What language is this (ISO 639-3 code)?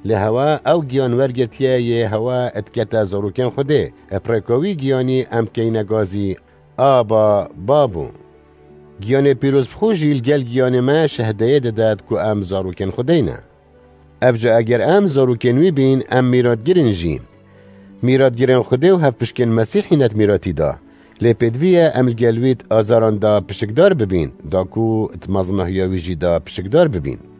kur